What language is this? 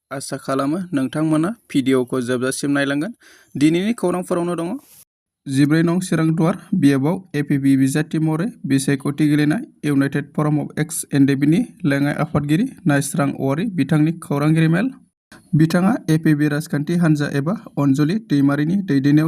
Bodo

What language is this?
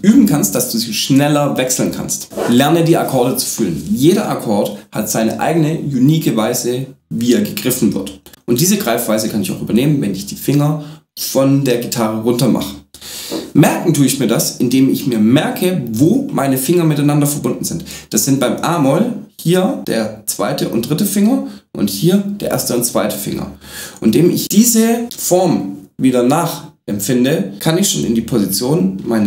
German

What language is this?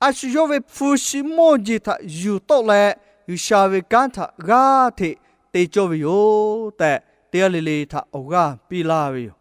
Lahu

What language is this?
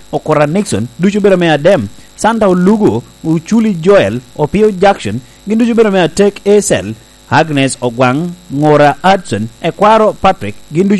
Lango (Uganda)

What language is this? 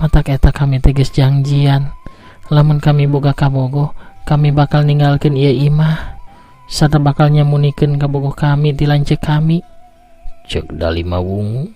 Sundanese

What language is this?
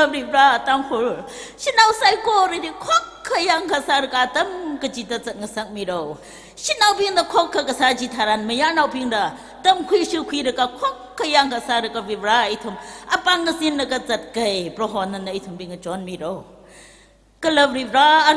Tangkhul Naga (India)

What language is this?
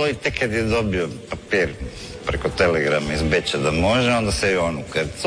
Croatian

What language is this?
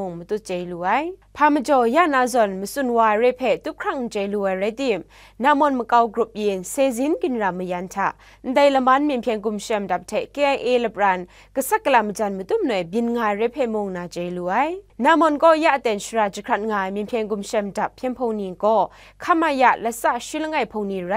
Kachin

